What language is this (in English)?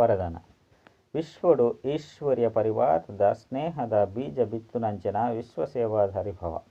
Tulu